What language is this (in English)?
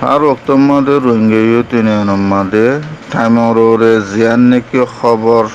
Rohingya